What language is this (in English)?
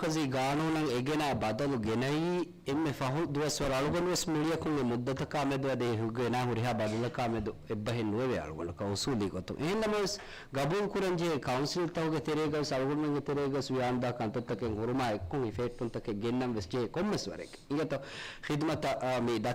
Divehi